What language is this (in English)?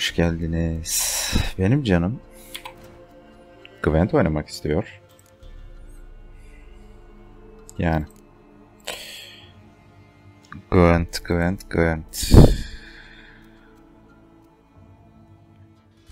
Turkish